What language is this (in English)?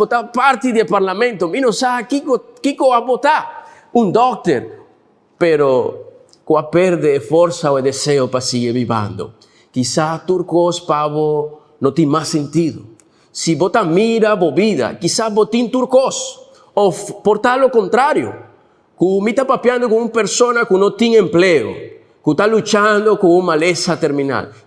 Papiamento